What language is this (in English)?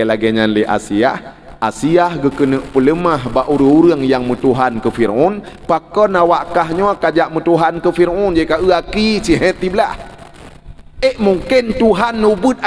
Achinese